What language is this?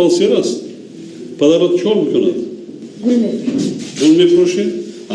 Tajik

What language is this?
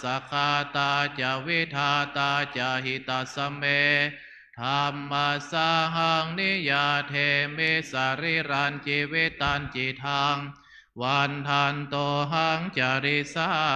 Pali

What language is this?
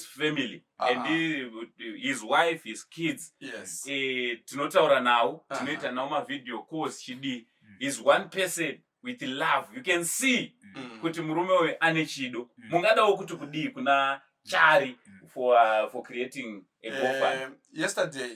Shona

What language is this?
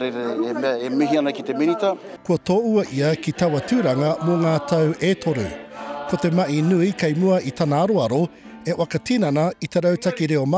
Māori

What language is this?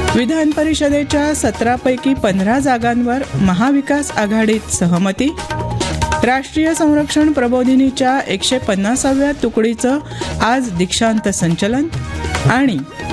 Marathi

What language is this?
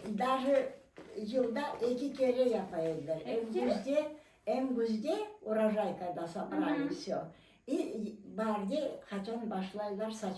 Crimean Tatar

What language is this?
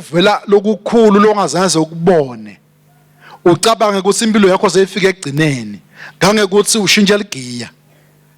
Swati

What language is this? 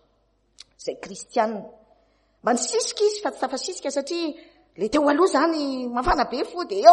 Malagasy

